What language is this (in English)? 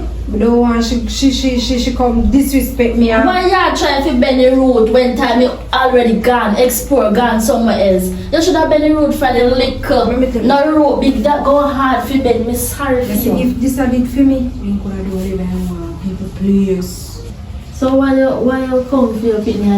Jamaican Creole English